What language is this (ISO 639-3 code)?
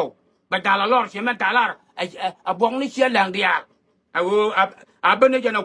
nus